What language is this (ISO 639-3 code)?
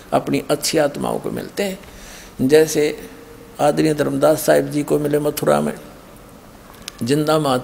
hin